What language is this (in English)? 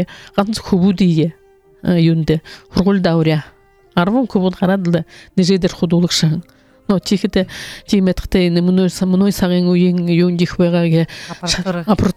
Buriat